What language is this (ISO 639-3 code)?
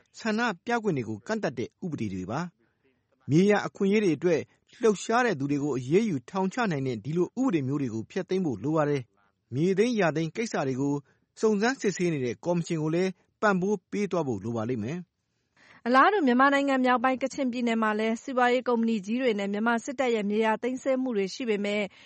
mya